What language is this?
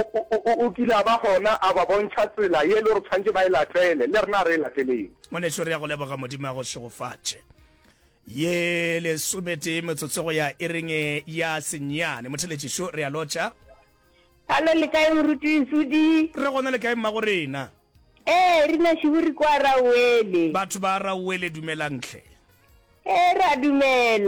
Northern Sotho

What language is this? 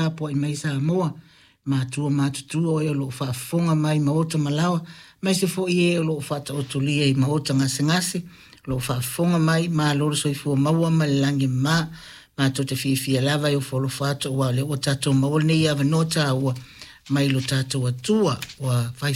Samoan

